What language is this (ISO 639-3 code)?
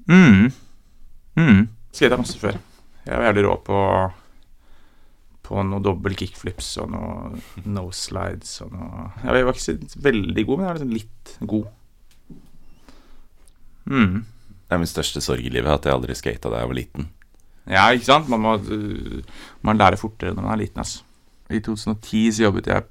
nor